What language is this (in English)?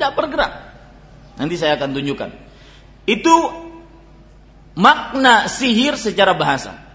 Indonesian